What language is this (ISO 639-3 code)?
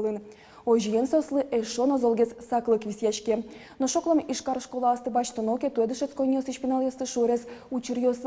udm